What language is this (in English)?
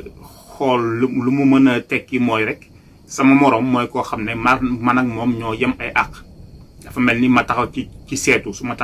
Wolof